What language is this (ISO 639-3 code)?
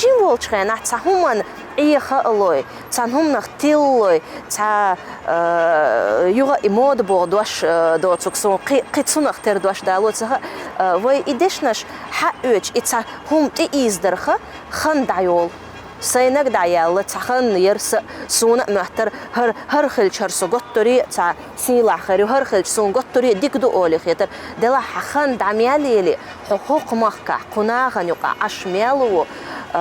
che